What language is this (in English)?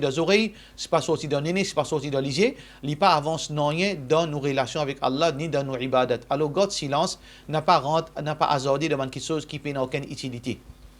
Morisyen